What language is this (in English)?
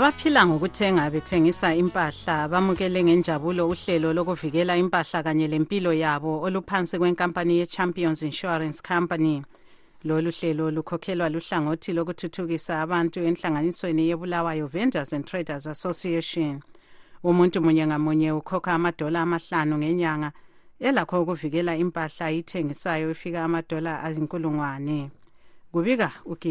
North Ndebele